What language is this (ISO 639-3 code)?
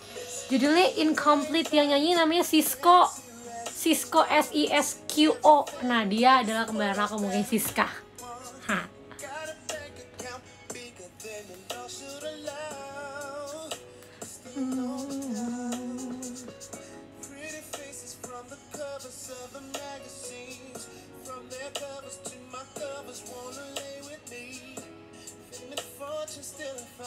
ind